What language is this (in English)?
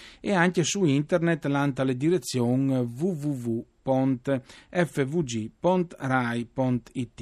Friulian